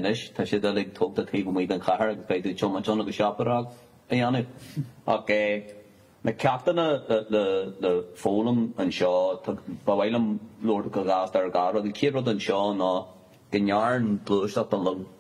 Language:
Irish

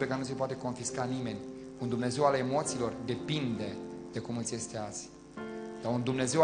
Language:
Romanian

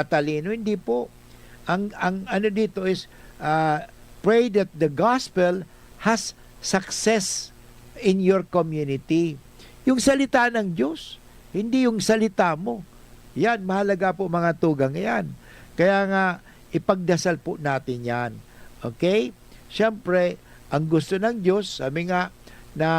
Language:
Bikol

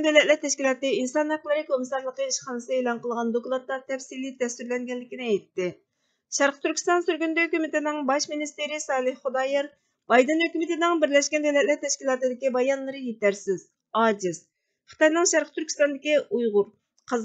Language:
Uyghur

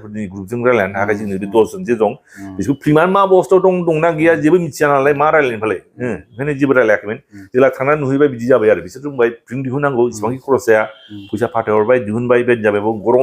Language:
Bodo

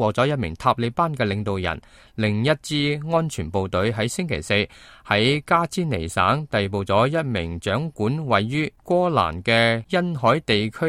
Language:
Cantonese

